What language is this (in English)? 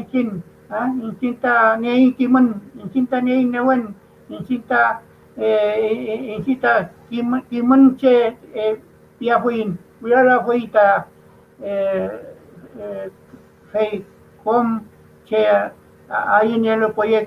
Mapuche